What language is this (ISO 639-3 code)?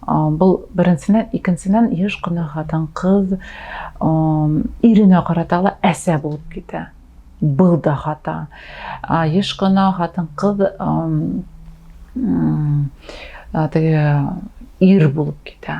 bak